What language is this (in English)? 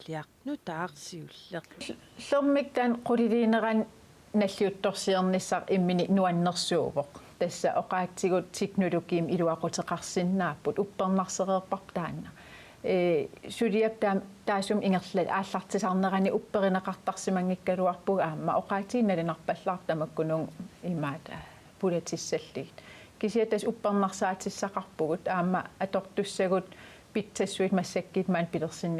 Kalaallisut